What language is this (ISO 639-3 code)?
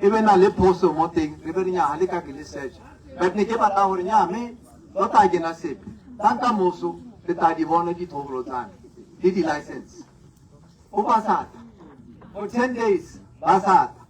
tsn